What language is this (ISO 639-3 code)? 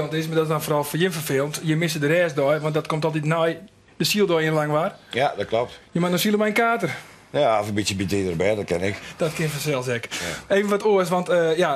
fry